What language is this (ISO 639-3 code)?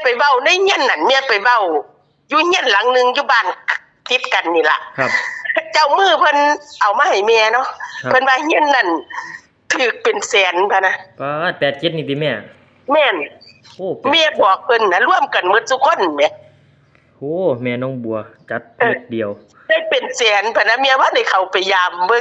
tts